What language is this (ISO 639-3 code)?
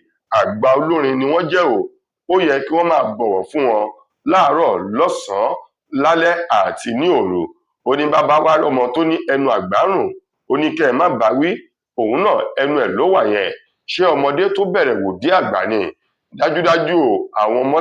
yor